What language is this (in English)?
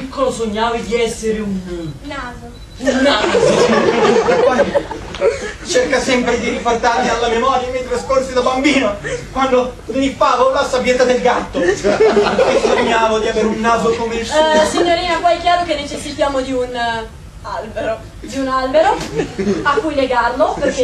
Italian